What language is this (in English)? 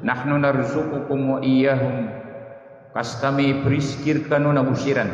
Maranao